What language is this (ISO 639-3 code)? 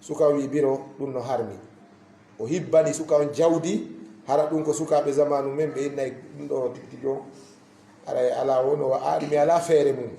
ful